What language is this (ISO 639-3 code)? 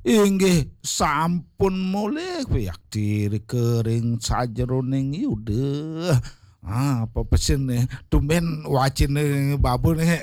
ban